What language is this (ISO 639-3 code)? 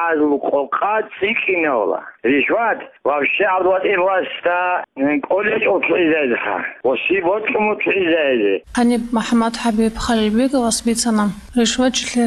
ava